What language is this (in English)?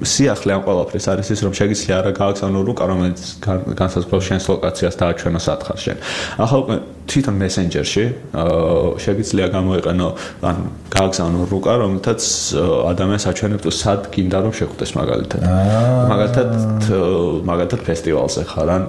Georgian